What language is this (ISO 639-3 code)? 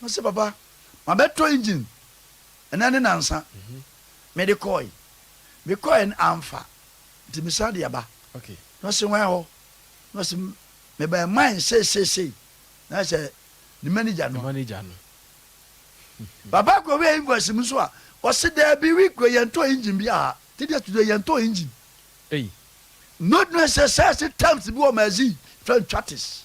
aka